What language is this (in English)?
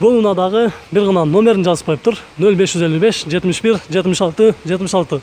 Kyrgyz